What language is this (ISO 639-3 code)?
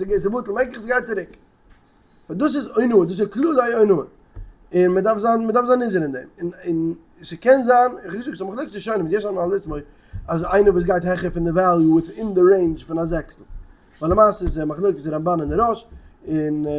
yid